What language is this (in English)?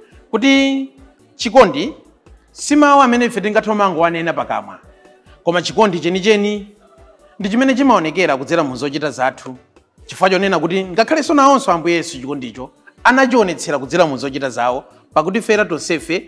Nyanja